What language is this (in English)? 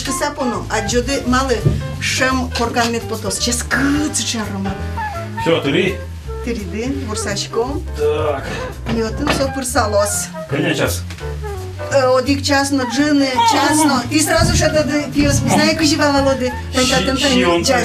Udmurt